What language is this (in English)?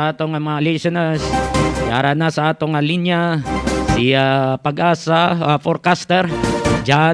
Hiligaynon